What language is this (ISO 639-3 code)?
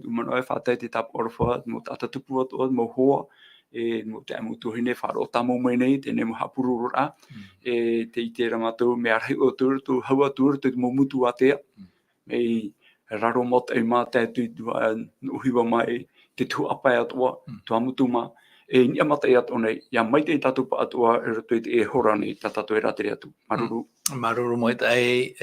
tah